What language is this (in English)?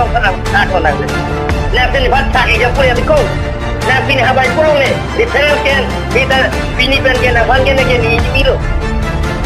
Karbi